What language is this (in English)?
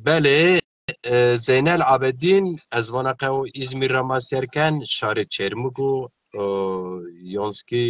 Zaza